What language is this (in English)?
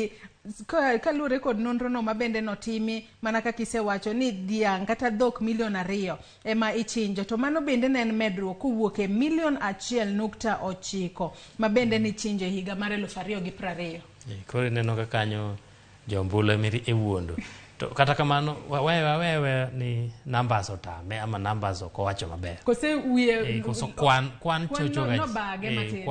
Luo (Kenya and Tanzania)